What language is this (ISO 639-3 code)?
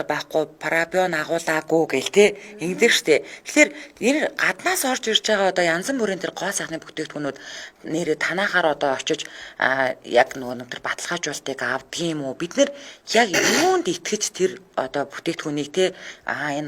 mon